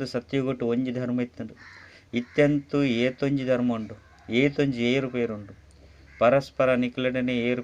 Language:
Tulu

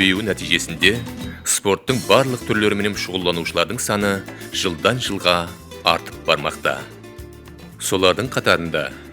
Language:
Kara-Kalpak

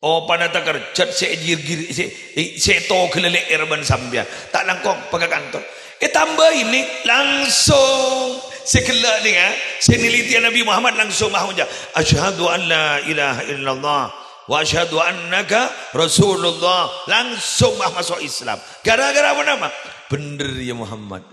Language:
Madurese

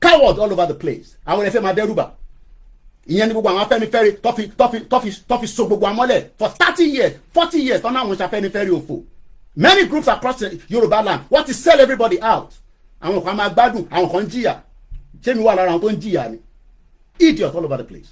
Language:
Yoruba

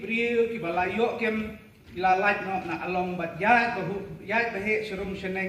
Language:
Khasi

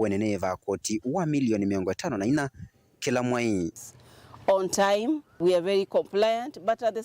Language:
Kamba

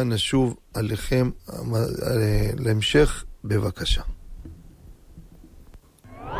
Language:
Hebrew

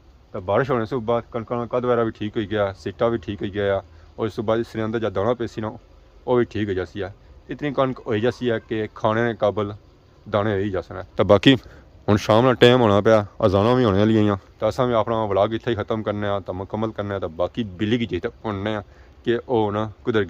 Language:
Pahari-Potwari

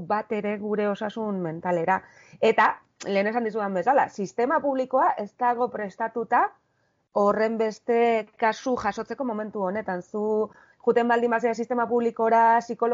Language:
Basque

